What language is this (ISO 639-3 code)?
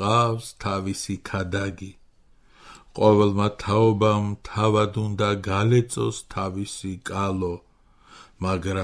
kat